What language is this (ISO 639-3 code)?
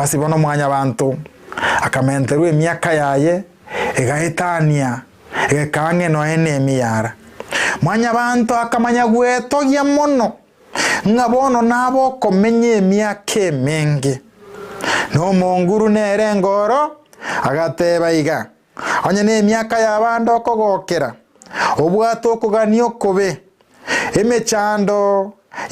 guz